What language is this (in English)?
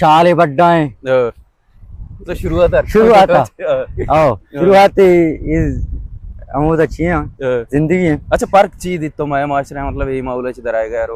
Baluchi